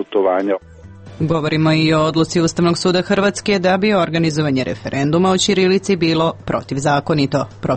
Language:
Serbian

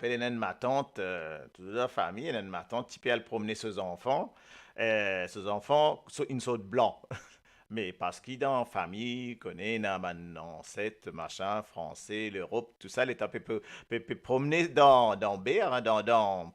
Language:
Morisyen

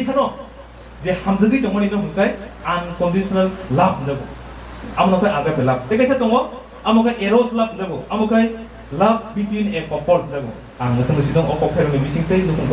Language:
Kok Borok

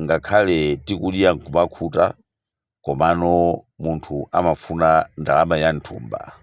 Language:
Nyanja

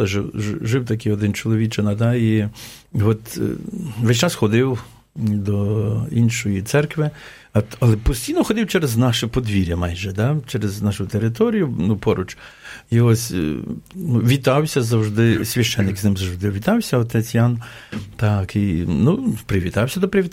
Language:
Ukrainian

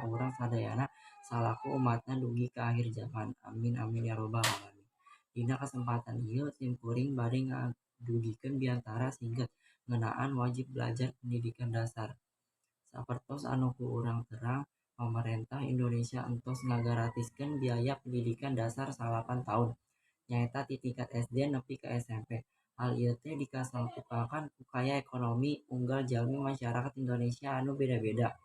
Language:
Sundanese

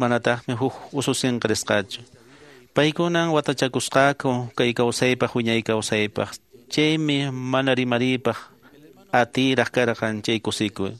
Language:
Quechua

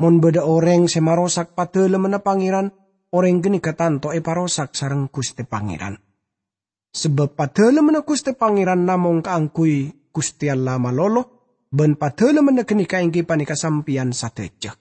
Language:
Madurese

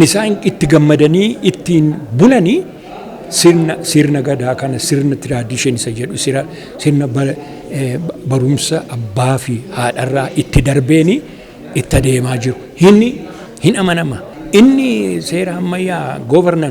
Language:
Oromo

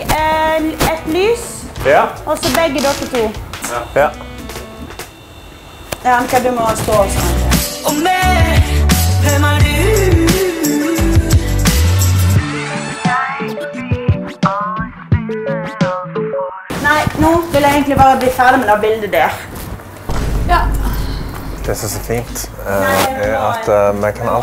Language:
Norwegian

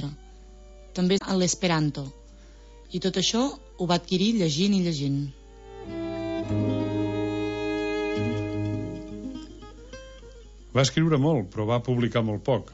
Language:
Catalan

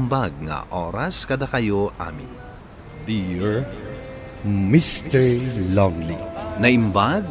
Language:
Iloko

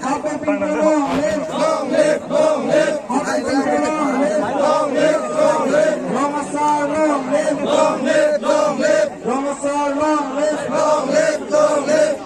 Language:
Karbi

